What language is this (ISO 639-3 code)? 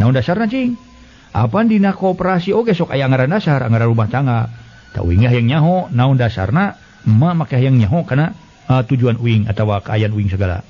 sun